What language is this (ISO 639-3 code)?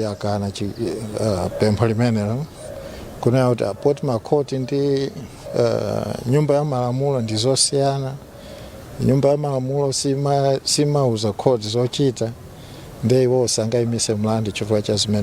nya